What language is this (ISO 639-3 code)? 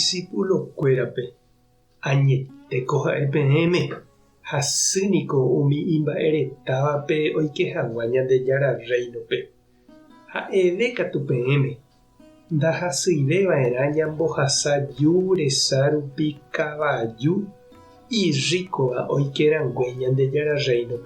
grn